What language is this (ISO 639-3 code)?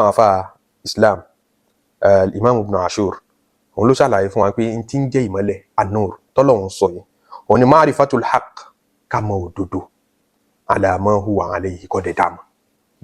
yor